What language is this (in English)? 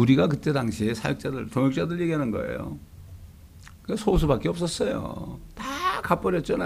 Korean